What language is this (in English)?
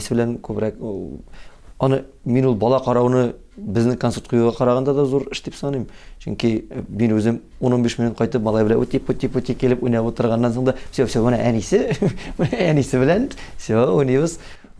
Tatar